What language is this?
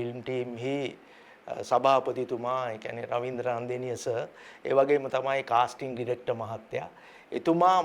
Sinhala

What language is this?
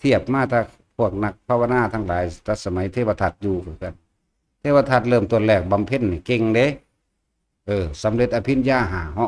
Northeastern Thai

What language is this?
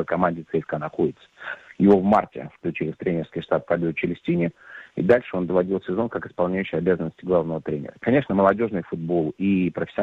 Russian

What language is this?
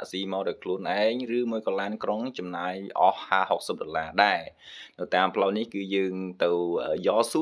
Khmer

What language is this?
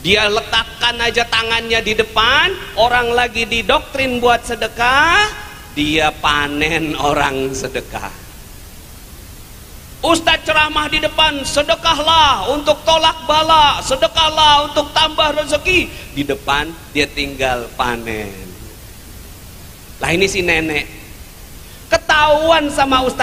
Indonesian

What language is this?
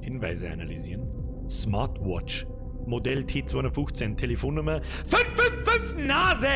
Bavarian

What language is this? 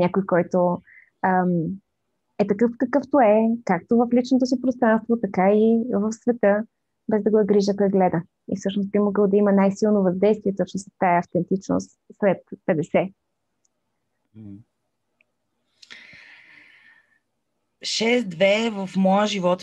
Bulgarian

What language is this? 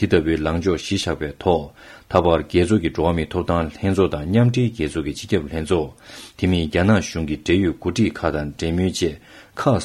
Tibetan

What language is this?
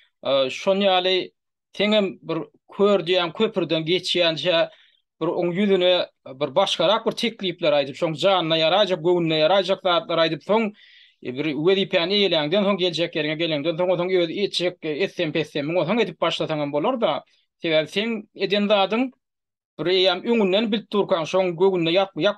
Turkmen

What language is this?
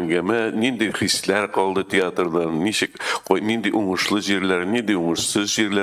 Tatar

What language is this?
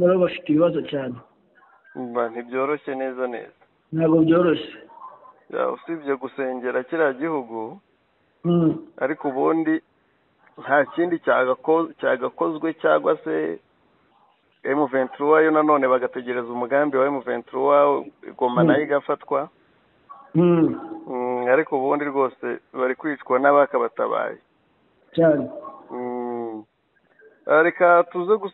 Kinyarwanda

